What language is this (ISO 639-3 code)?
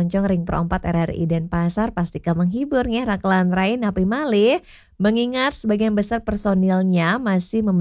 ban